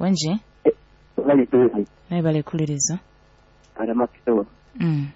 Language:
Nyoro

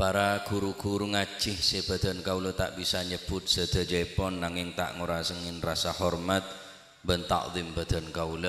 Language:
Madurese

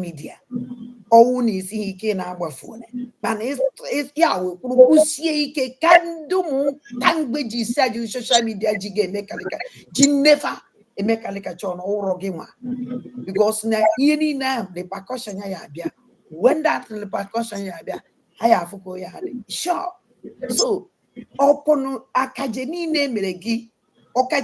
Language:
Igbo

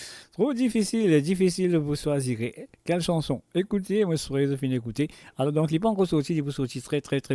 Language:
Morisyen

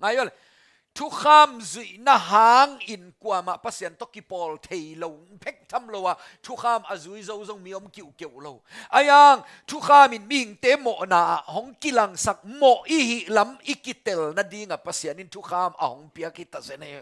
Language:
Tedim Chin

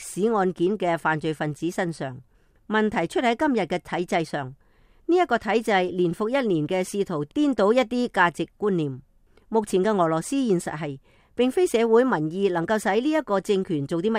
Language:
Cantonese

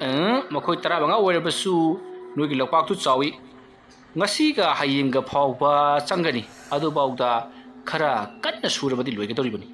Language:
Manipuri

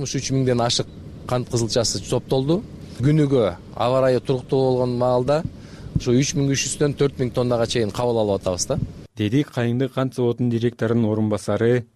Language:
Kyrgyz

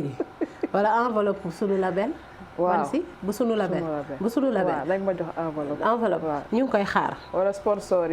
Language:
Wolof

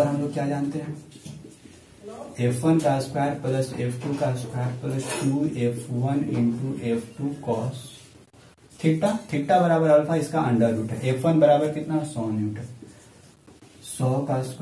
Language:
Hindi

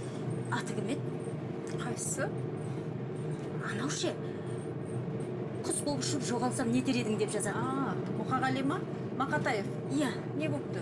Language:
Kazakh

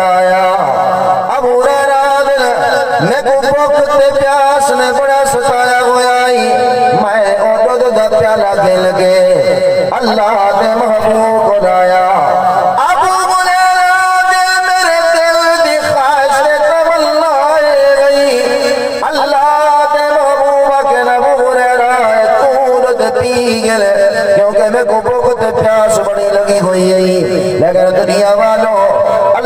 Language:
Saraiki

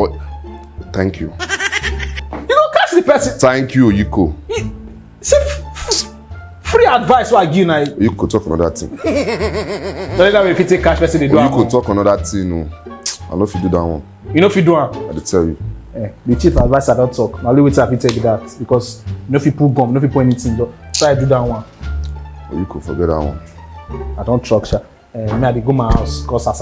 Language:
Nigerian Pidgin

